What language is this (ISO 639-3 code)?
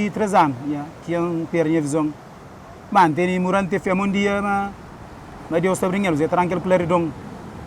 kea